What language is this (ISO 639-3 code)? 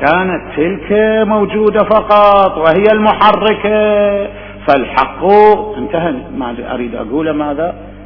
acm